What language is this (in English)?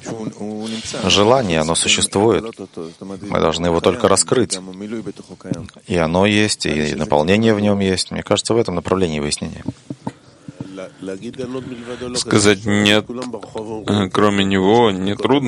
Russian